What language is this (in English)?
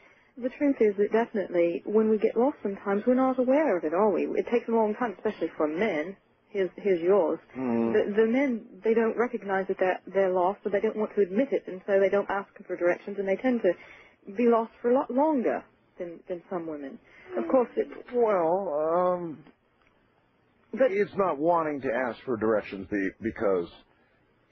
English